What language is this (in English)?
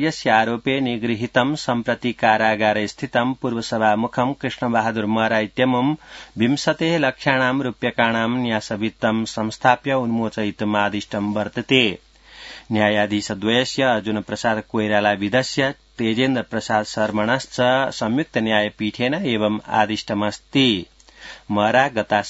Sanskrit